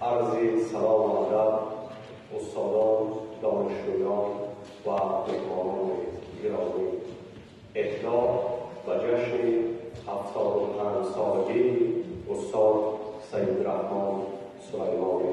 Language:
Tajik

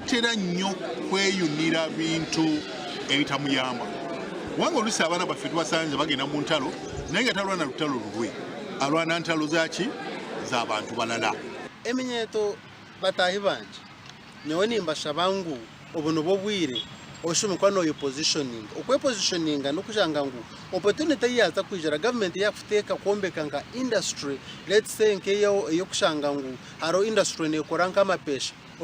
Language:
Nyankole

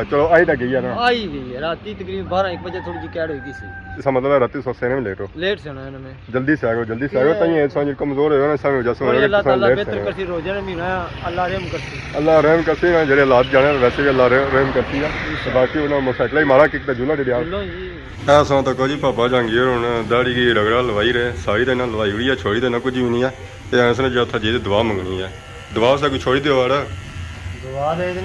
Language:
Pahari-Potwari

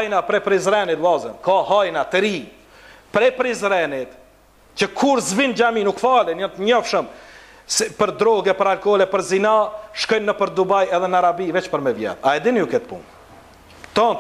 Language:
Albanian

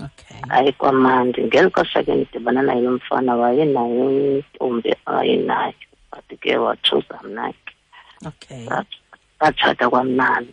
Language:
Xhosa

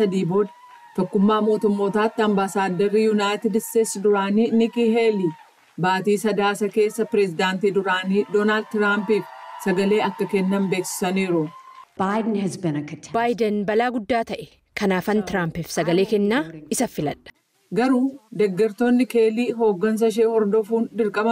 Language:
Oromo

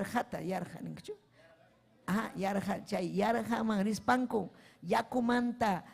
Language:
Ayacucho Quechua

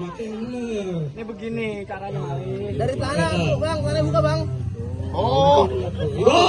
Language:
Betawi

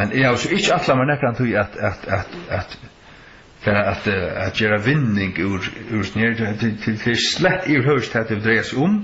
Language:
Faroese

